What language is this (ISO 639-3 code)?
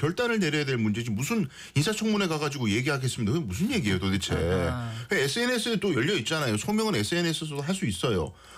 kor